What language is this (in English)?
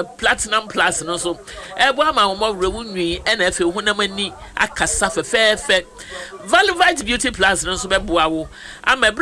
Akan